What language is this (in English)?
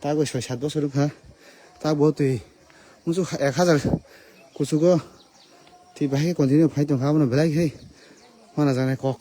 Kok Borok